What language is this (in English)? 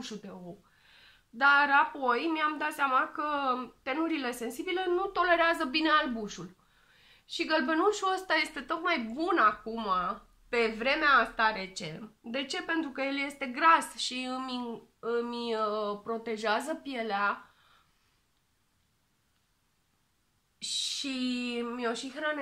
Romanian